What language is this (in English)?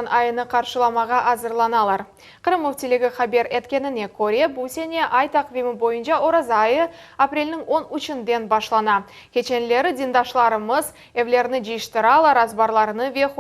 Crimean Tatar